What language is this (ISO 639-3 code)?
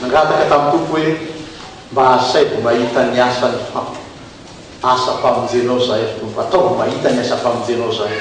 mlg